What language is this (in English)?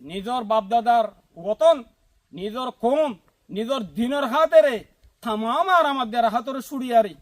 Rohingya